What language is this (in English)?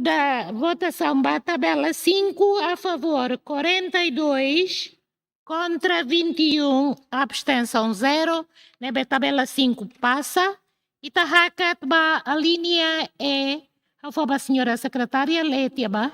Tetum